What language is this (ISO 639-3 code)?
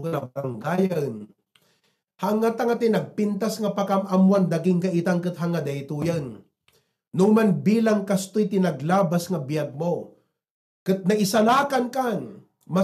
ilo